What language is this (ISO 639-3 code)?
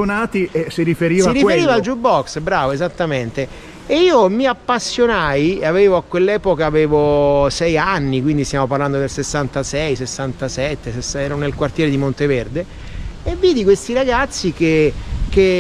ita